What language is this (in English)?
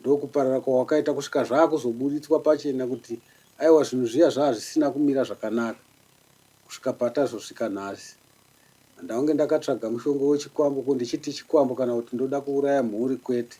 Shona